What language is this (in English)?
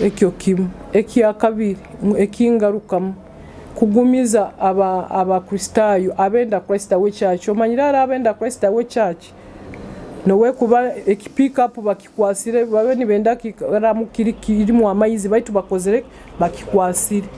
Nyoro